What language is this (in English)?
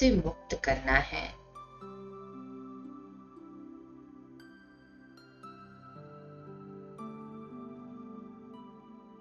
Hindi